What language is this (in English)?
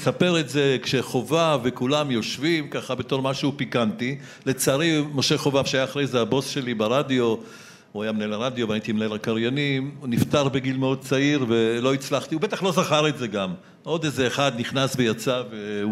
Hebrew